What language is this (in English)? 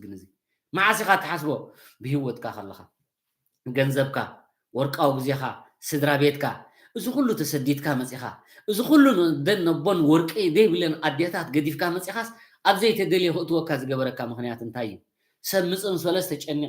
Tigrinya